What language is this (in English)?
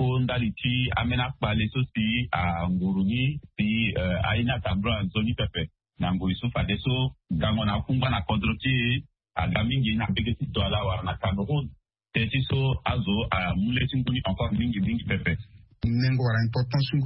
Sango